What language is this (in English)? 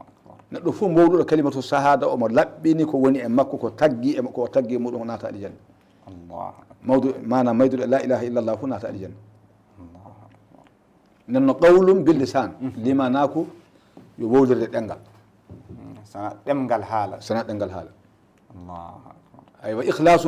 Fula